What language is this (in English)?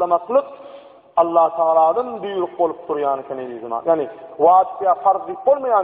Turkmen